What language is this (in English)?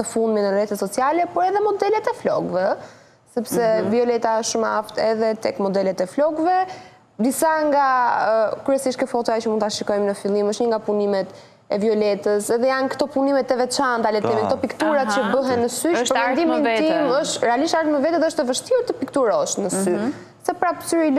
Albanian